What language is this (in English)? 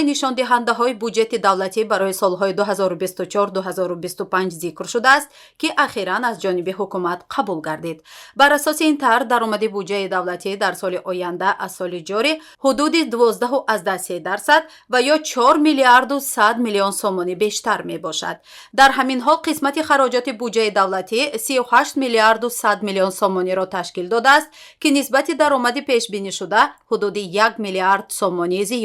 Tajik